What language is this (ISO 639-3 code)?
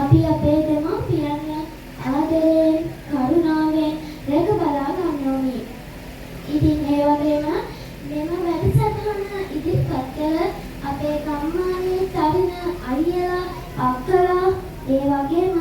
sin